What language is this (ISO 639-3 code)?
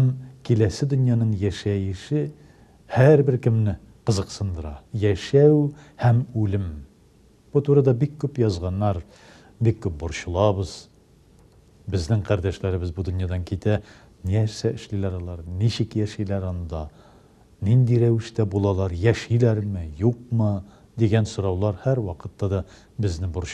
tat